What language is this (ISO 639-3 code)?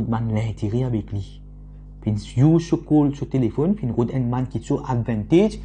mfe